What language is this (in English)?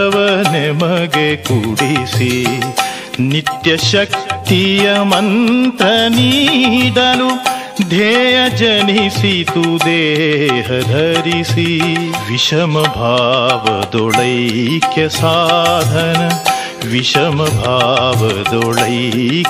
Kannada